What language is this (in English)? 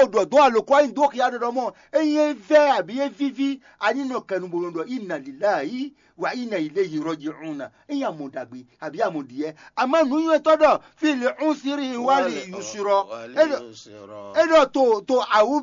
Fon